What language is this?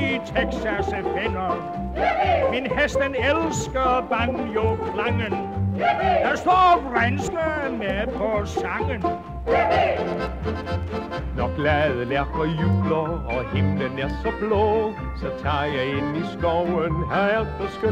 Danish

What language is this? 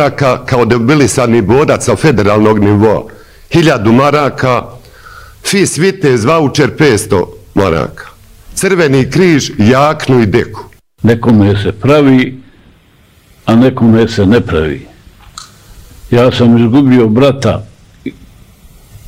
Bosnian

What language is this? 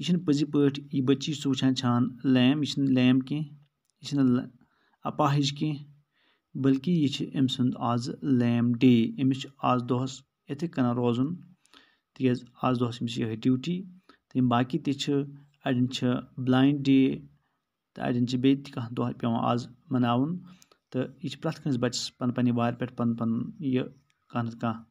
Kashmiri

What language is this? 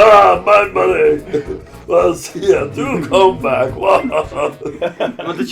Faroese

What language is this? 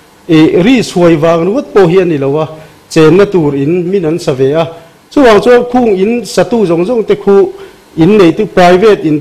Mizo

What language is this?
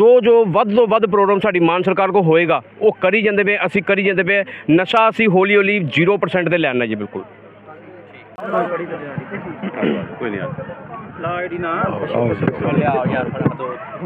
Punjabi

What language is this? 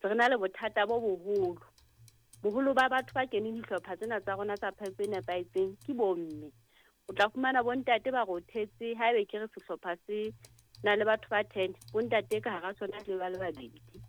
Southern Sotho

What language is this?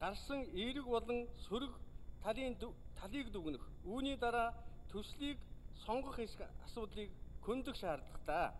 Mongolian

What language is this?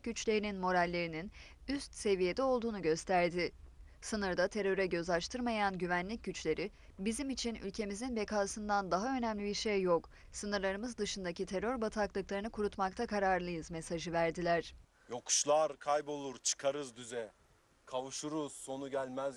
Turkish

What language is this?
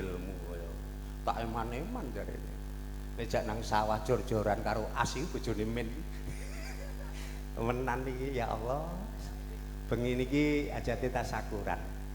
Javanese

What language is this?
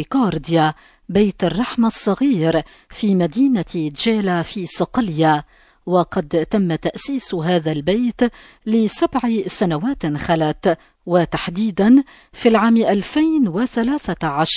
Arabic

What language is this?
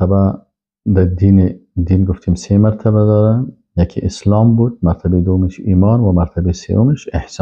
Persian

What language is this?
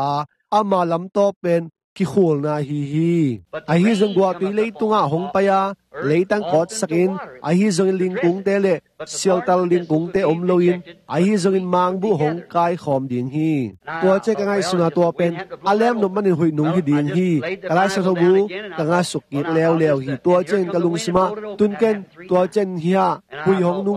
Tedim Chin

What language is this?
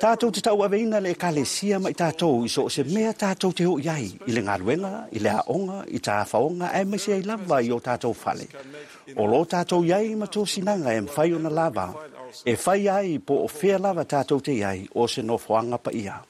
Samoan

